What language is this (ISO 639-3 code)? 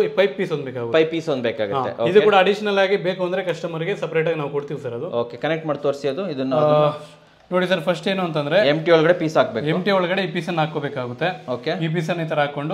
kan